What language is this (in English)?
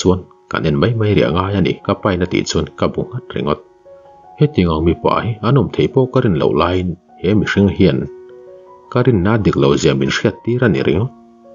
Mizo